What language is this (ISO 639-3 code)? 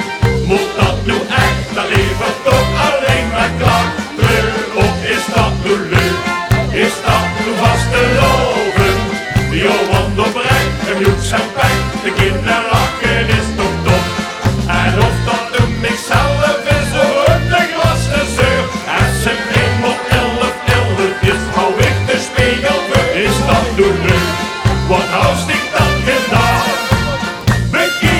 lim